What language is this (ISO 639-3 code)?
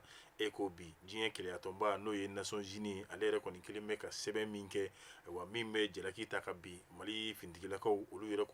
bam